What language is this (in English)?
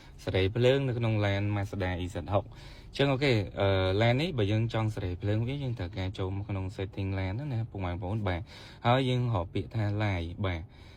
Khmer